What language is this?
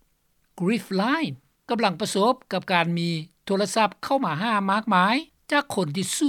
Lao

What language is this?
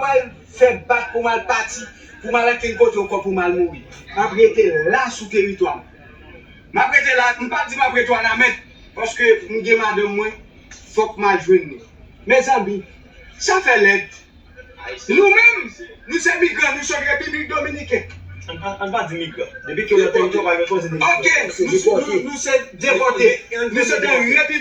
Haitian Creole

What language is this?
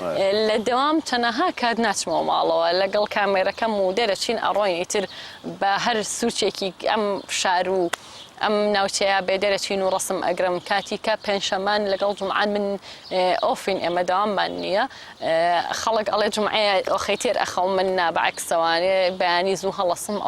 Central Kurdish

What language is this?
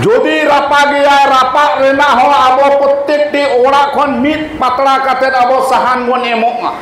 Santali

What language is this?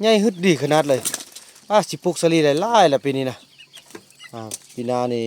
Lao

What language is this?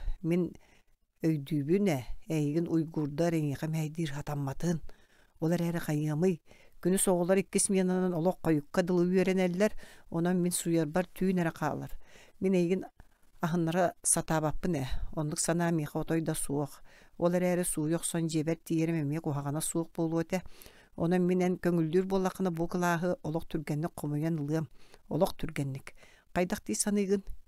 Yakut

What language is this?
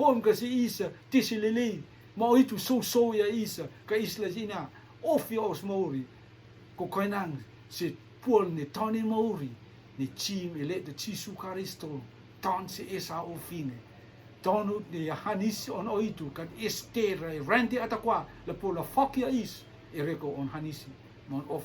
Rotuman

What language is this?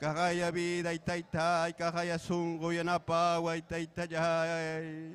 Ayacucho Quechua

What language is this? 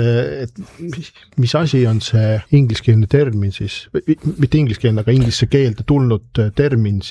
Estonian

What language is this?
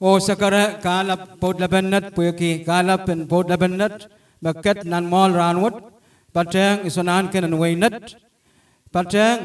Pohnpeian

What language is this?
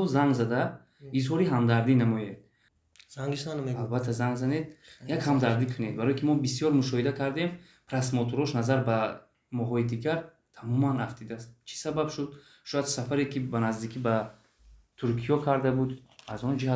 Tajik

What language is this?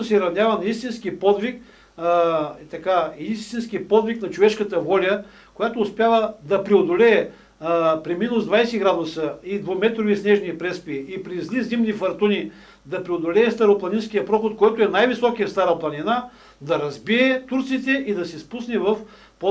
Bulgarian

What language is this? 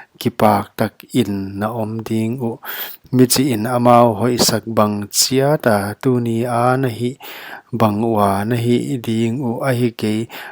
Paite Chin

